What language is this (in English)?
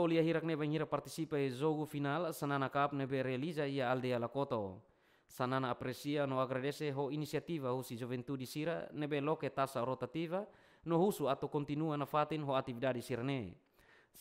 Tetum